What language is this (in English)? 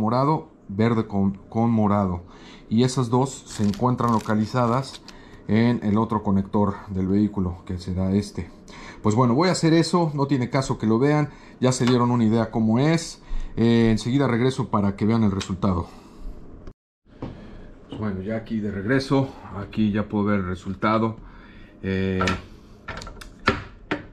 Spanish